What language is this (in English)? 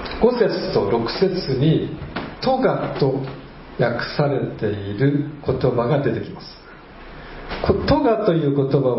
Japanese